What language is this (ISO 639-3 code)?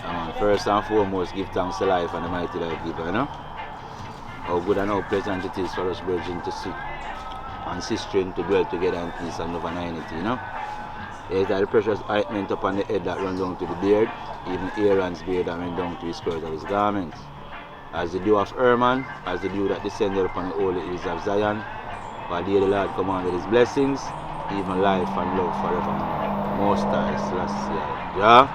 jam